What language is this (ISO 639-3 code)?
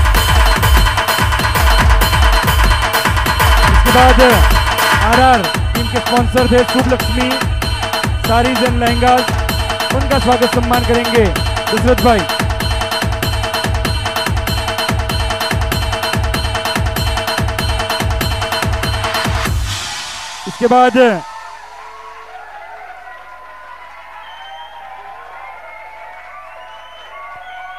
hin